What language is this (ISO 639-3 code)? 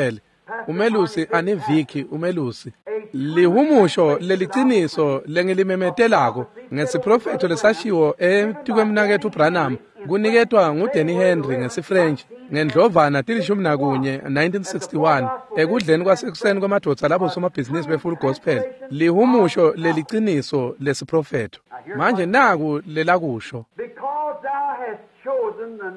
ssw